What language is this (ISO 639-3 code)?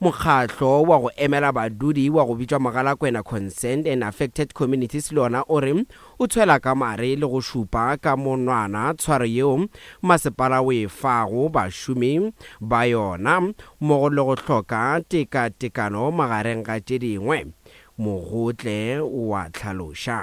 nso